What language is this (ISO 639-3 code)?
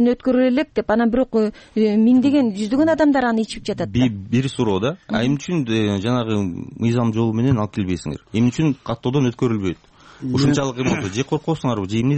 kir